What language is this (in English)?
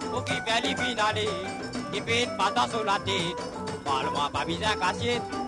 Morisyen